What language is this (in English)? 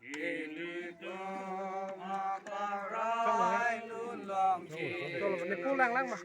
Karbi